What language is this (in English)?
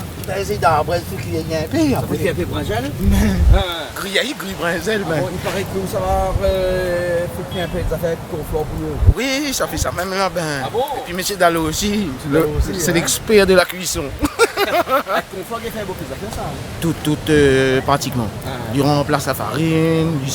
Réunion Creole French